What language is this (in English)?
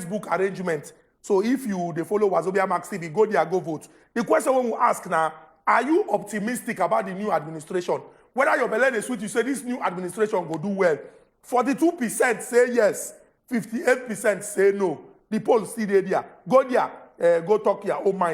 Nigerian Pidgin